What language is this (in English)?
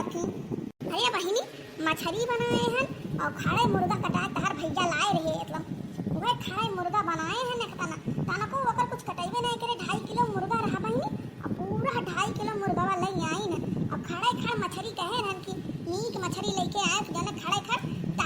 Awadhi